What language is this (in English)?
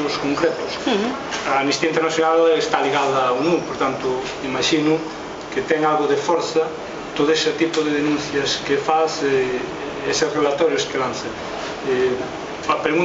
Galician